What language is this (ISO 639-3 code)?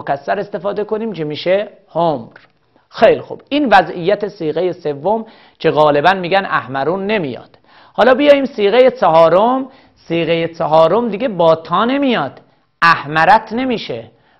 fas